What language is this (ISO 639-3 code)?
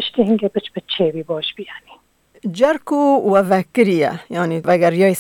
kur